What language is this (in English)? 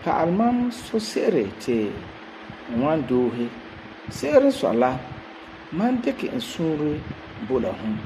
Frafra